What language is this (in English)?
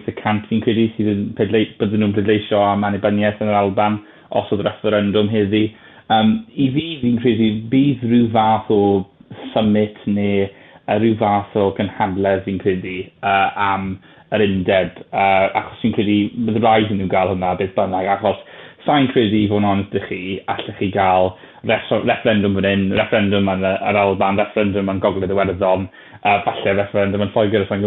Welsh